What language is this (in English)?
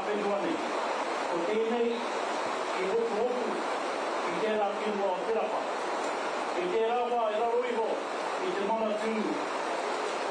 Māori